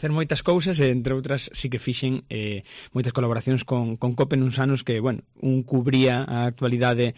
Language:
Galician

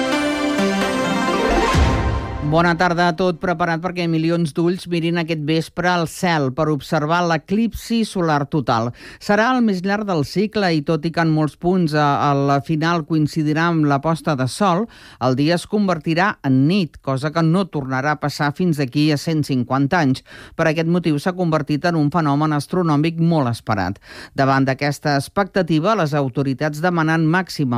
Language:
Catalan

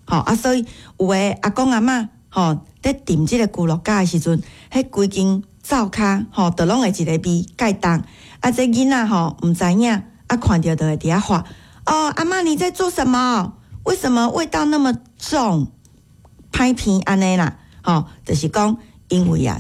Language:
Min Nan Chinese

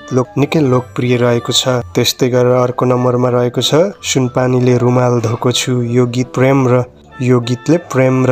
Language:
Nepali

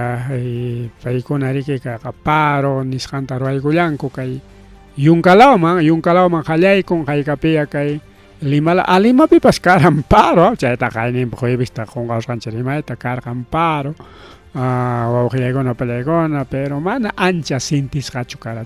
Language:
Ayacucho Quechua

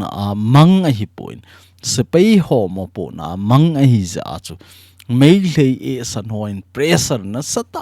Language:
Thado Chin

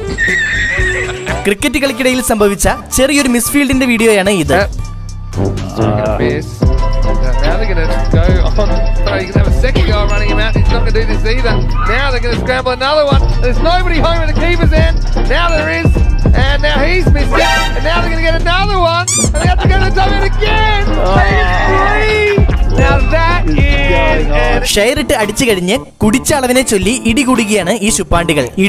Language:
Malayalam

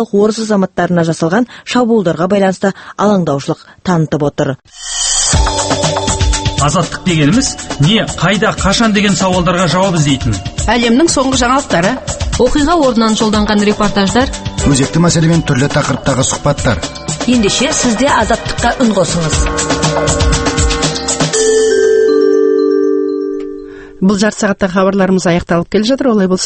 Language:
Kazakh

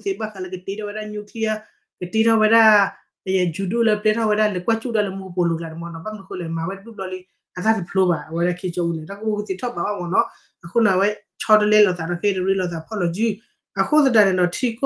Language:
S'gaw Karen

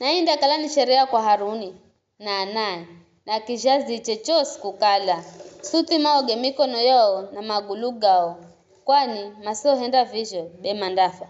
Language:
Giryama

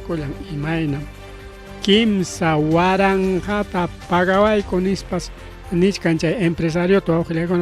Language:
Ayacucho Quechua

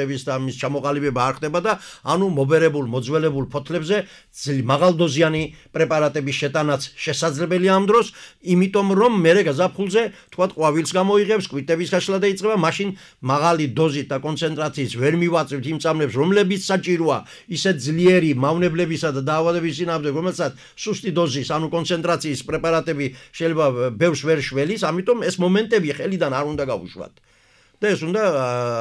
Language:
Georgian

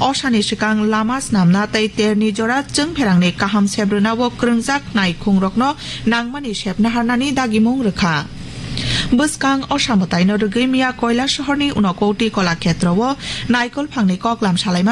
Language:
Kok Borok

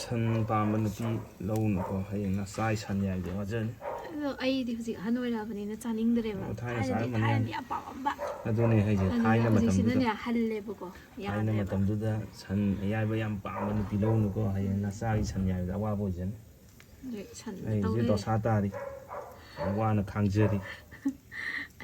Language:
Manipuri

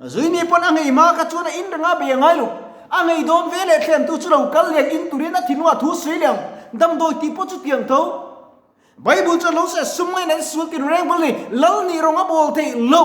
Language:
Mizo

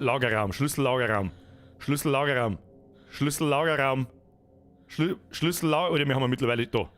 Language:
Bavarian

